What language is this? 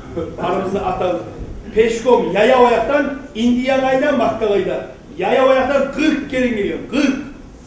Kumyk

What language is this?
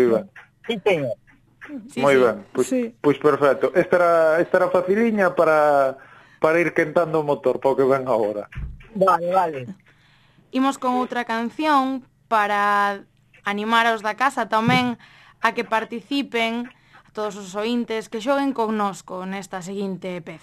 Galician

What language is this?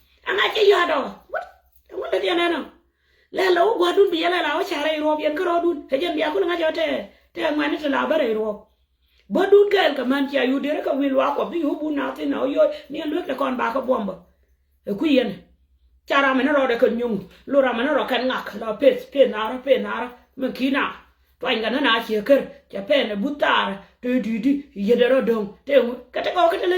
Nuer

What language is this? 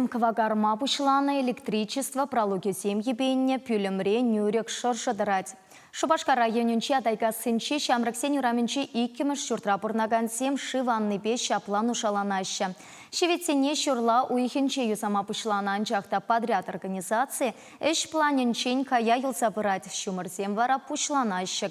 Chuvash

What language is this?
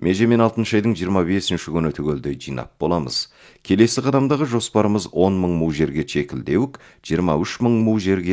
Kazakh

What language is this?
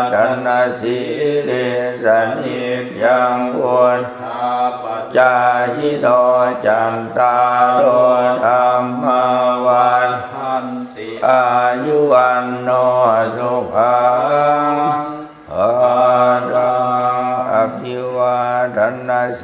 Pali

